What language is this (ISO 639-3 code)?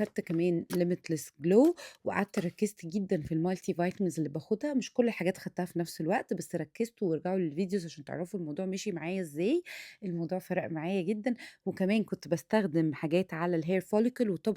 arz